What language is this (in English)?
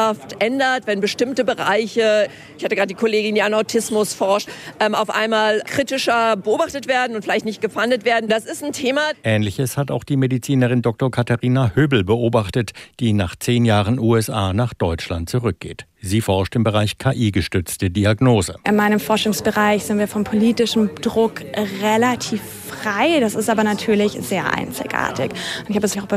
German